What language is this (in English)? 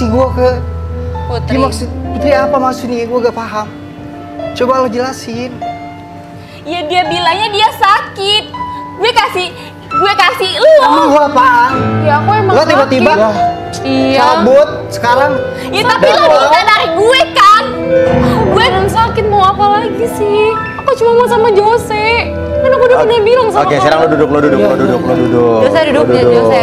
Indonesian